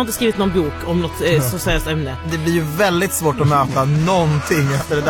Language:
Swedish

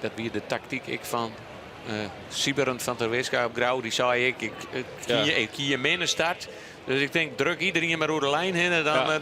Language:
Western Frisian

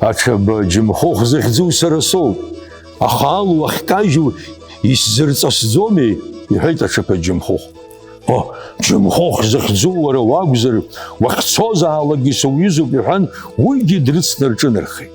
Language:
Abkhazian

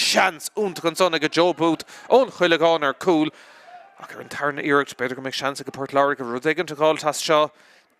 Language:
Irish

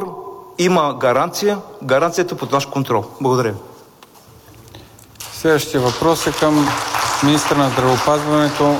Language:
Bulgarian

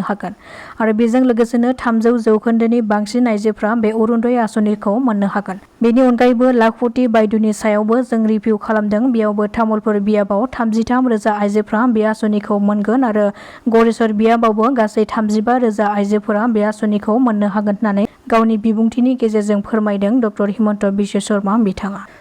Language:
Bodo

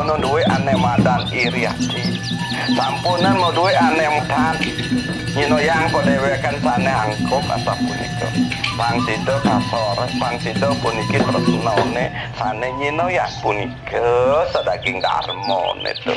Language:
Balinese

